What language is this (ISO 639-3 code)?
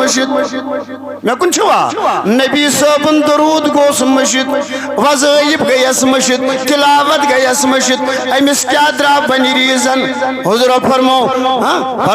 kas